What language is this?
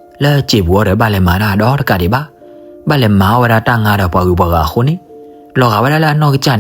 S'gaw Karen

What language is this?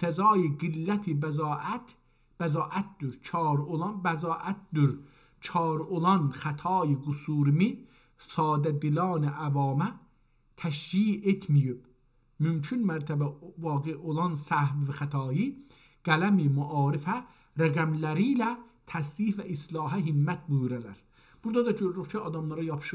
South Azerbaijani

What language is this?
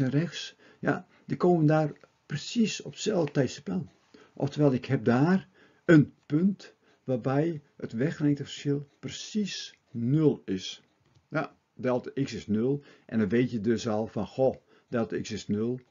Dutch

